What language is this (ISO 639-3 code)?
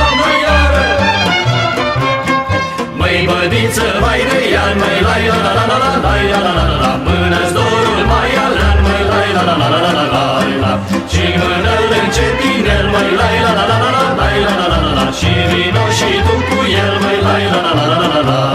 ron